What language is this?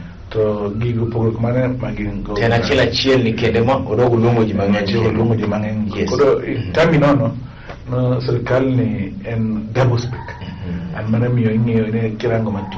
Luo (Kenya and Tanzania)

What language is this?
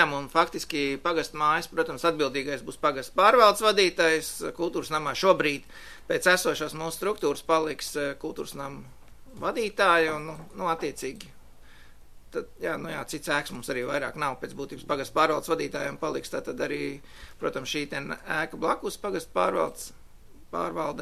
Latvian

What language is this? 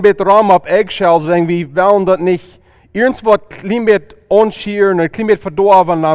Plautdietsch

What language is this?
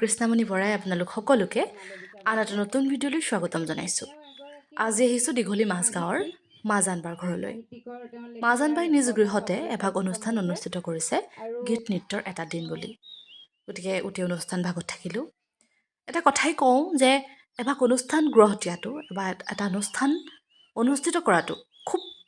Assamese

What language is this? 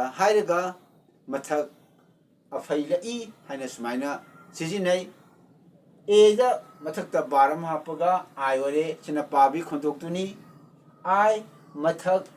Manipuri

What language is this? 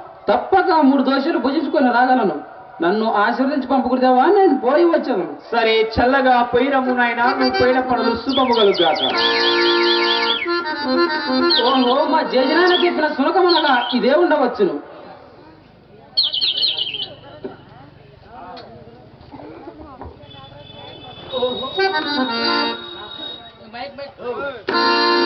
Telugu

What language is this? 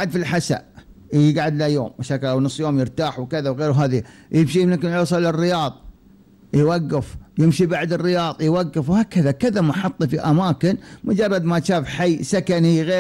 Gulf Arabic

